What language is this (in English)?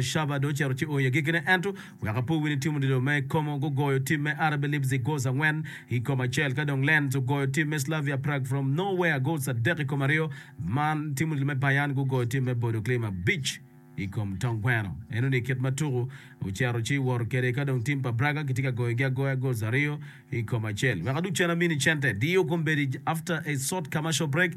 Acoli